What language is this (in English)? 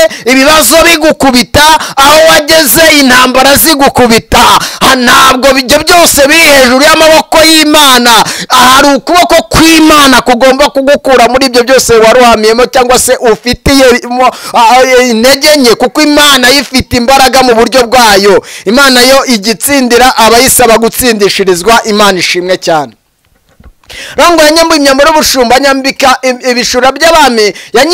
Kinyarwanda